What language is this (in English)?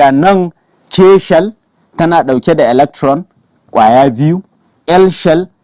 Hausa